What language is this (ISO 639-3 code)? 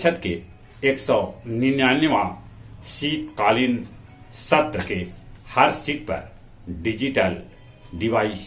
mag